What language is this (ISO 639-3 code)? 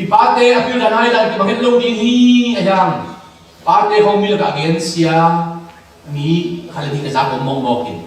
ctd